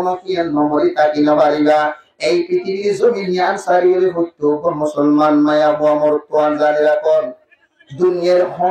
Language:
Rohingya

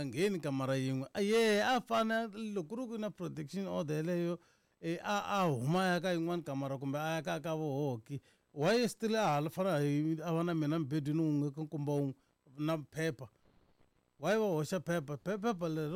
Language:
Tsonga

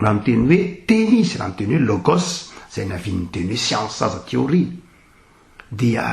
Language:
Malagasy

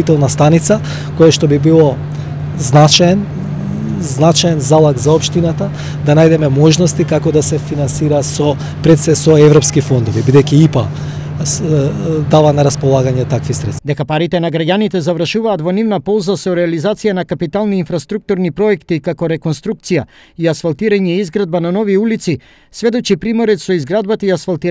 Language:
Macedonian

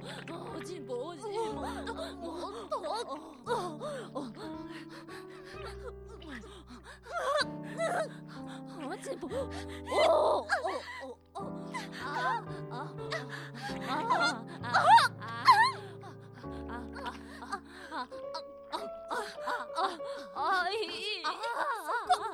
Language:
Japanese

